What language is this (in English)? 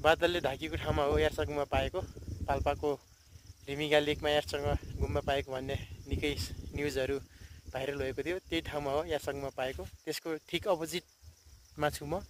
Nepali